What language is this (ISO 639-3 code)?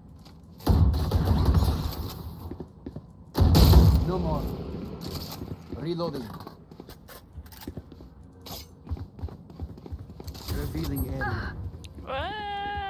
fin